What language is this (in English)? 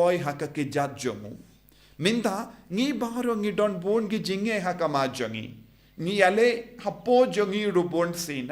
Khasi